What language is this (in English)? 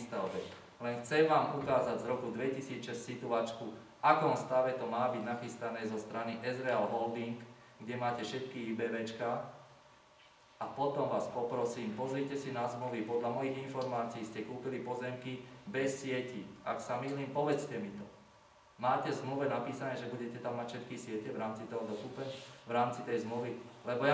Slovak